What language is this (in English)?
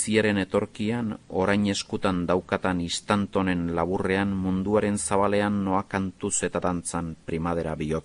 Basque